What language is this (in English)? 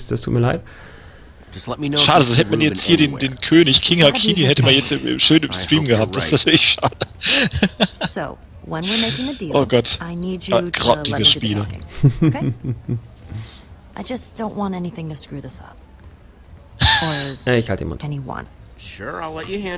German